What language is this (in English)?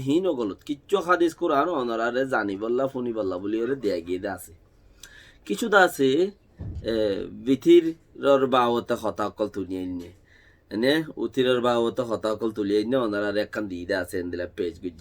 Rohingya